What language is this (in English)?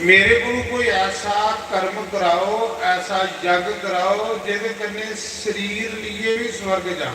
Dogri